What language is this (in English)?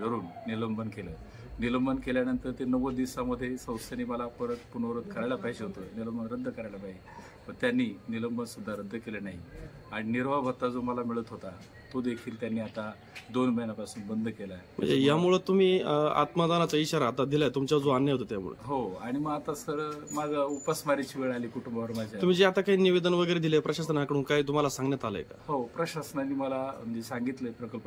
Marathi